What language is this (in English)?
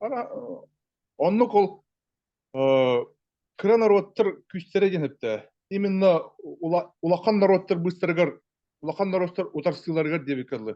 Yakut